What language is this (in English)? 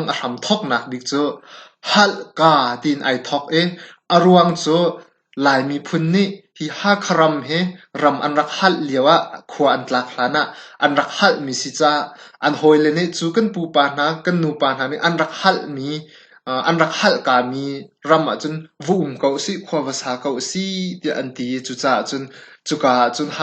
Hakha Chin